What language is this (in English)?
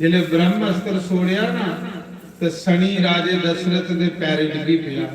Dogri